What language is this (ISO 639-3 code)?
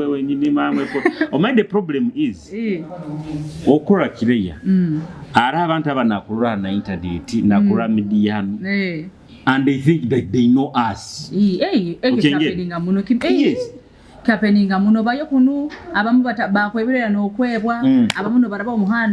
nyo